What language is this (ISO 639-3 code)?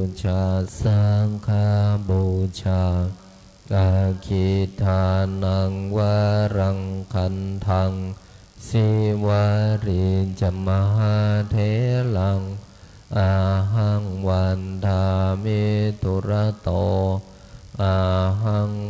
pli